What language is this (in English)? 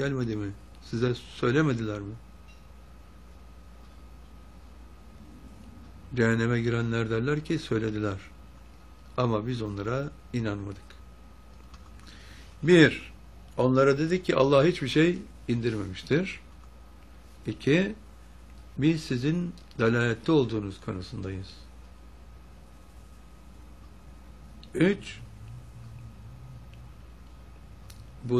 Turkish